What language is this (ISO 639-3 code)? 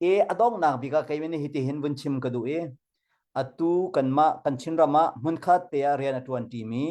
cnh